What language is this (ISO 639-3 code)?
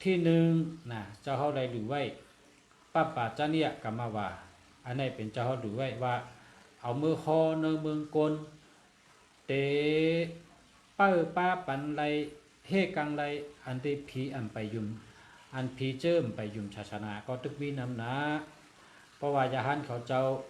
shn